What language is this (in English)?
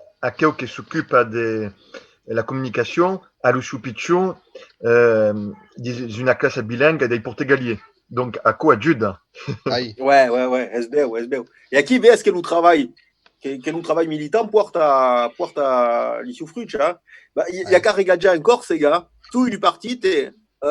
Occitan